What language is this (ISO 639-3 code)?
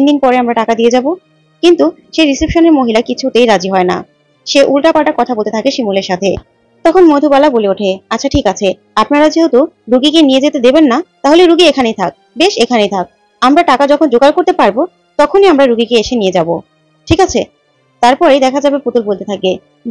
ben